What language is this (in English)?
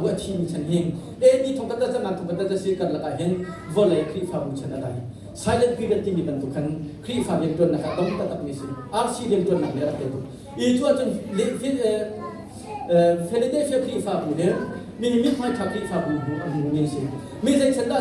Hakha Chin